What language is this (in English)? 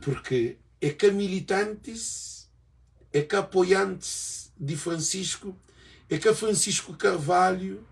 Kabuverdianu